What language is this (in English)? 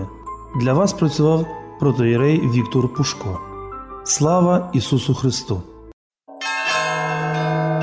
Ukrainian